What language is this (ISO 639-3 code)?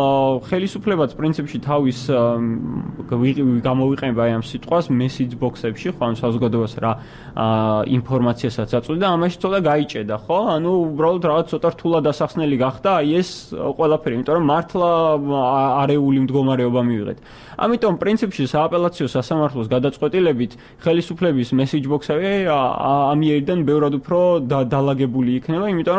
kat